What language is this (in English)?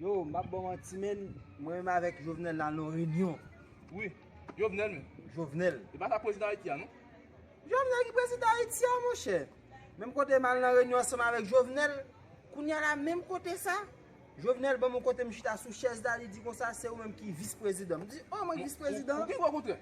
Haitian Creole